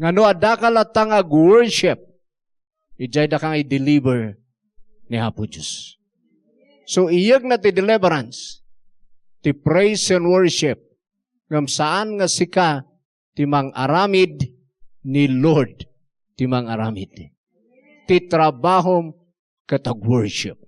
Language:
Iloko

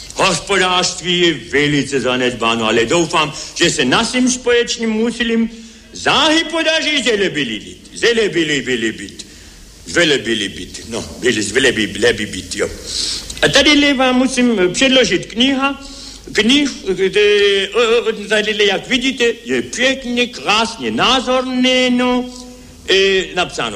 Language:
Czech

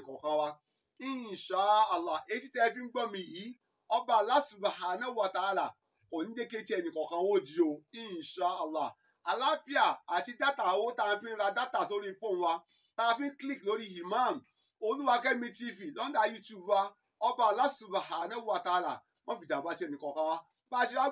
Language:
Yoruba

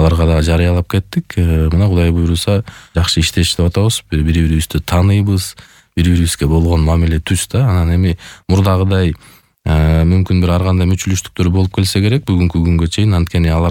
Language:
Kyrgyz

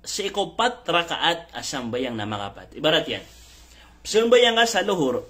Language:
Maranao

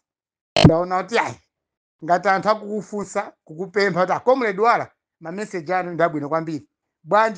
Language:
Nyanja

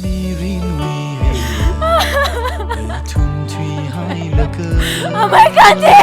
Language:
Tangkhul Naga (India)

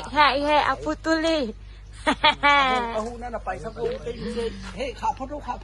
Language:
Tedim Chin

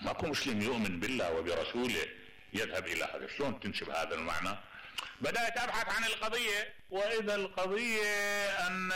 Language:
Mesopotamian Arabic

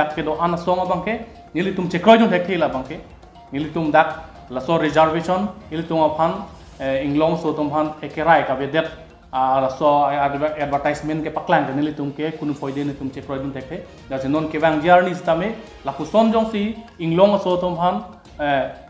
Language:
Karbi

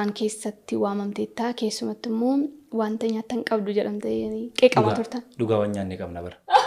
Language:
Oromo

